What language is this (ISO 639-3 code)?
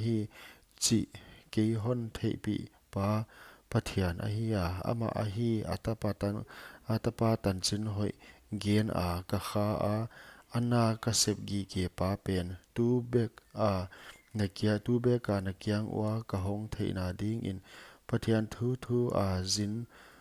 pck